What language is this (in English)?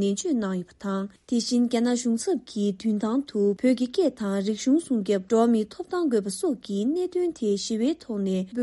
Tibetan